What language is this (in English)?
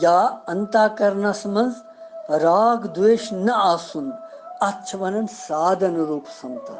Kashmiri